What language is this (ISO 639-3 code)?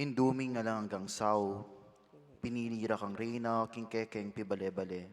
pam